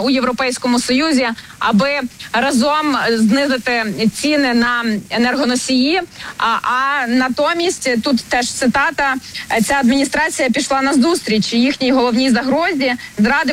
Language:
Ukrainian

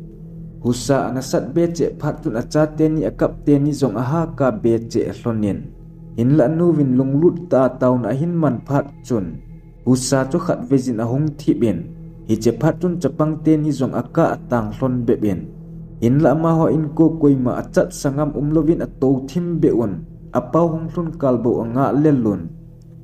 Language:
Thado Chin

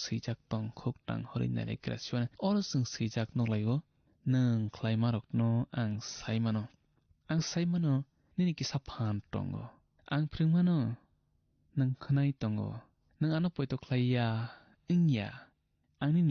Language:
Kok Borok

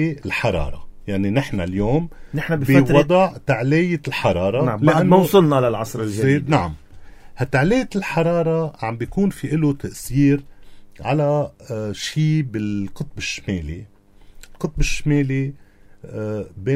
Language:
North Levantine Arabic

